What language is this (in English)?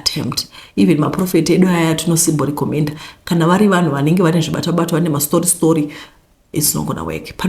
Shona